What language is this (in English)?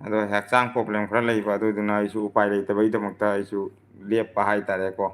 Manipuri